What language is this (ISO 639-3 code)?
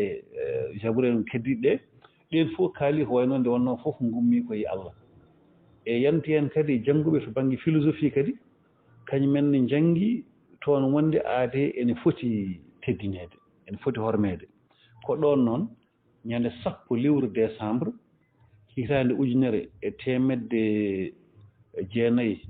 ful